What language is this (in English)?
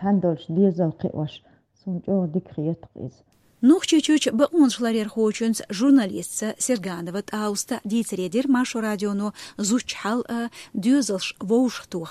Chechen